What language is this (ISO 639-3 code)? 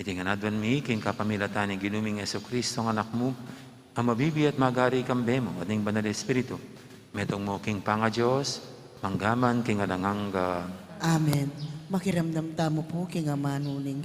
pam